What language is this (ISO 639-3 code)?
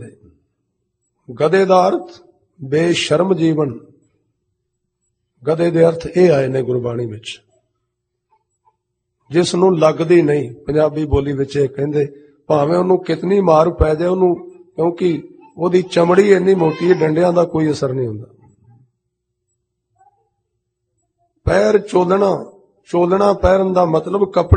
pan